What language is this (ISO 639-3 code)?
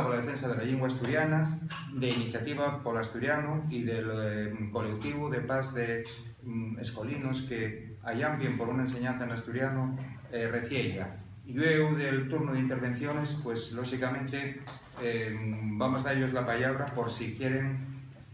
ast